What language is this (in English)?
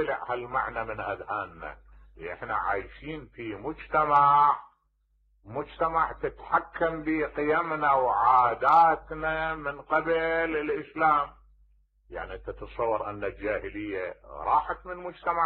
Mesopotamian Arabic